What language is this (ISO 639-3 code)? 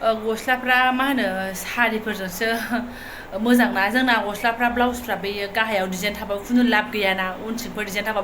brx